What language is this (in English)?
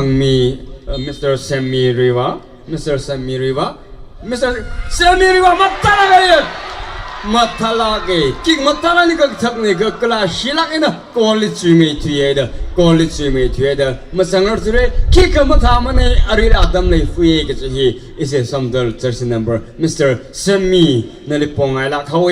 Tangkhul Naga (India)